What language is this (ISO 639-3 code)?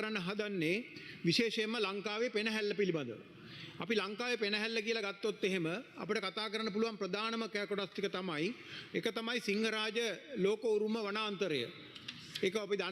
sin